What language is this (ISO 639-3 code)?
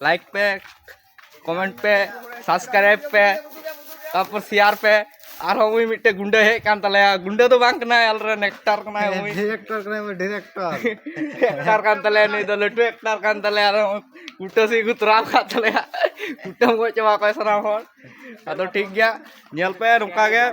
sat